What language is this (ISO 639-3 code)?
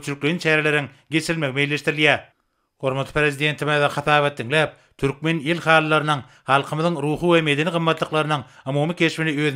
tuk